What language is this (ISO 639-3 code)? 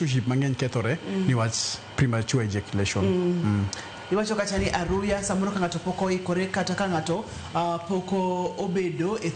luo